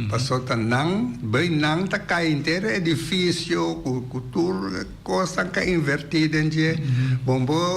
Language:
Papiamento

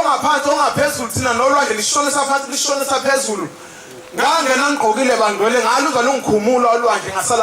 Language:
Zulu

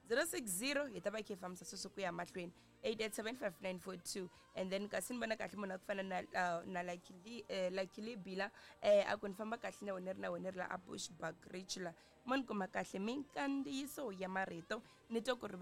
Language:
Tsonga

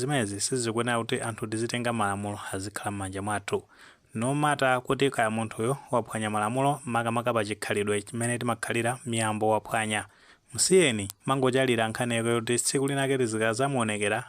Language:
Nyanja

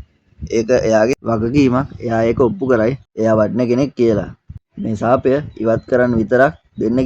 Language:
Sinhala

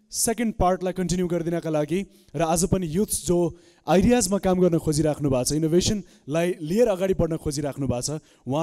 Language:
Nepali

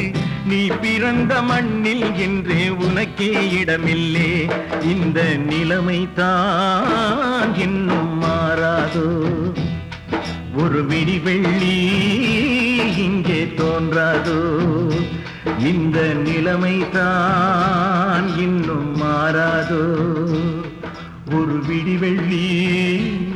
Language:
Tamil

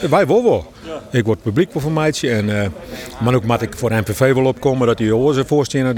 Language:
Western Frisian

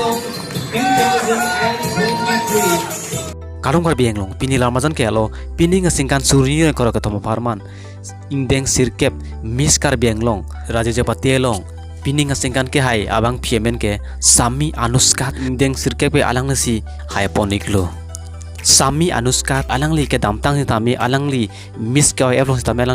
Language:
Karbi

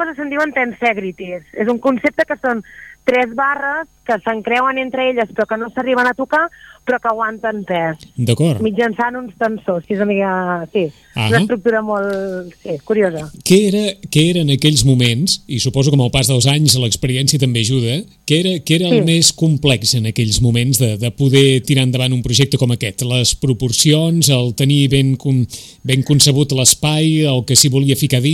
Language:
Catalan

